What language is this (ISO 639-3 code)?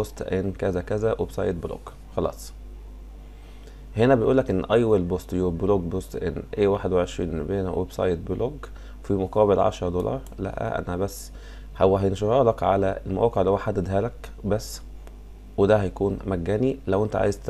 arz